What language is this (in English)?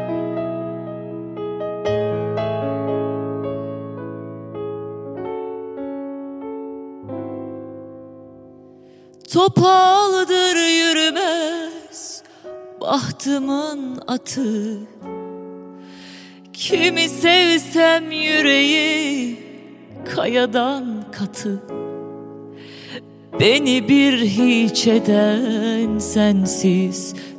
Turkish